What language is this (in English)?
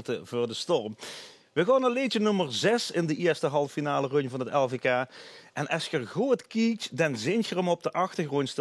Limburgish